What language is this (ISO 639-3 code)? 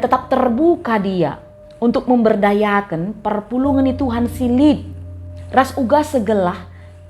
btx